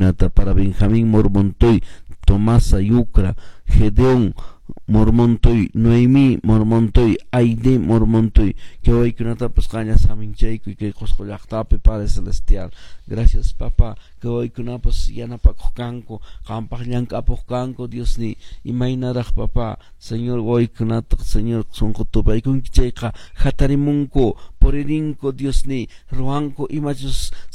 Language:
Quechua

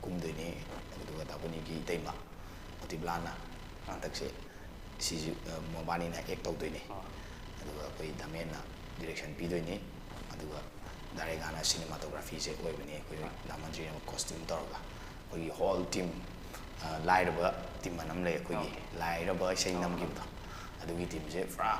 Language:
Manipuri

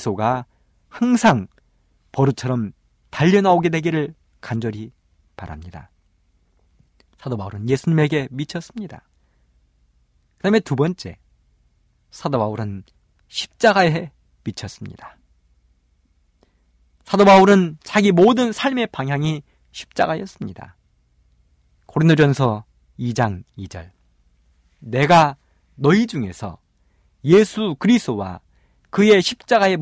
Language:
Korean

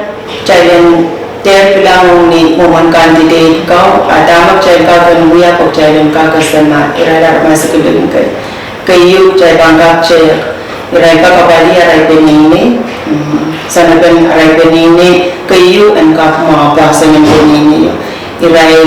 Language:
Pohnpeian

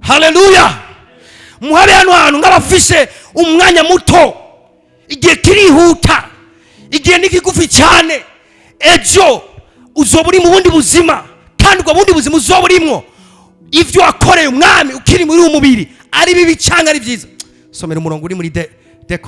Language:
Rundi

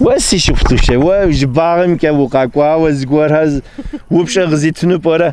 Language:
Kabardian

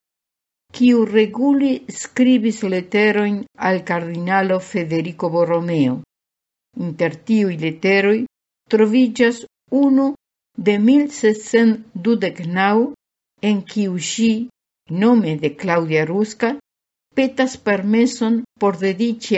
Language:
Esperanto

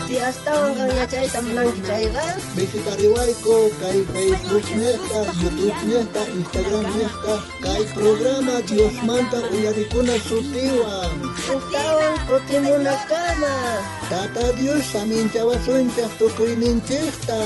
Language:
South Bolivian Quechua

